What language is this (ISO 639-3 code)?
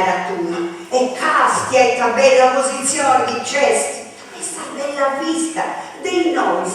srd